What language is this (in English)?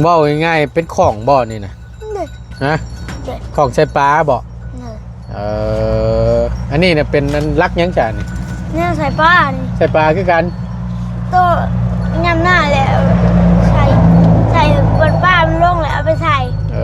Northeastern Thai